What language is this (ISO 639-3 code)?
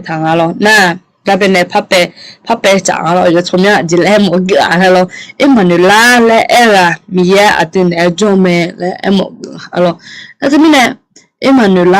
ahk